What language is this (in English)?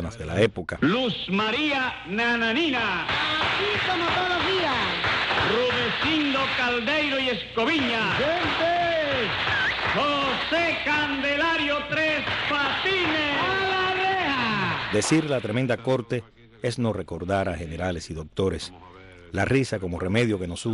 Spanish